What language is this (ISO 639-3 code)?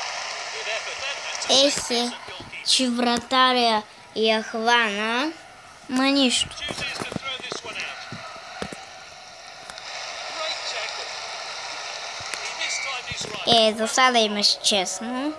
bul